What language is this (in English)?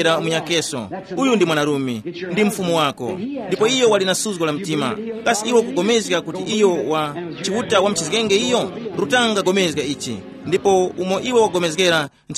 Tumbuka